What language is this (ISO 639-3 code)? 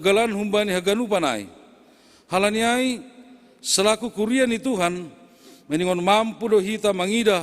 bts